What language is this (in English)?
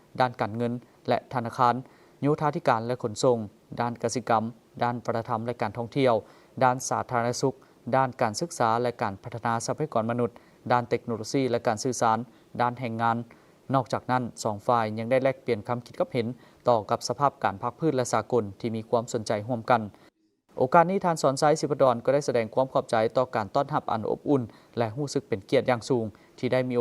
Lao